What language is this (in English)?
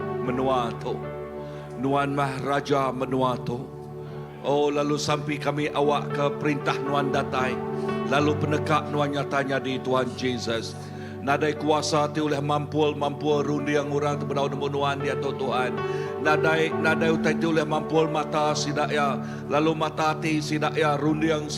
Iban